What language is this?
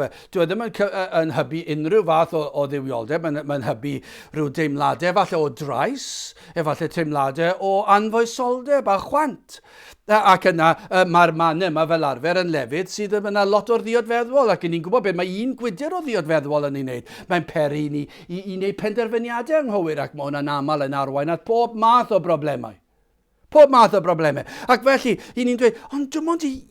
Welsh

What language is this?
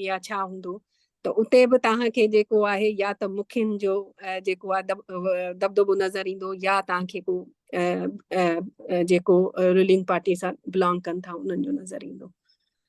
Sindhi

